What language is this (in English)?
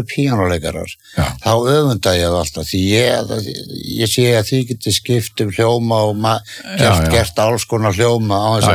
Icelandic